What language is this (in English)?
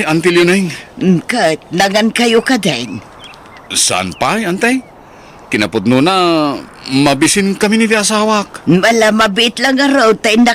Iloko